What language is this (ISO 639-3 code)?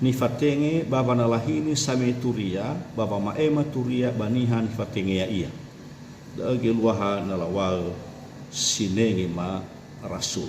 nia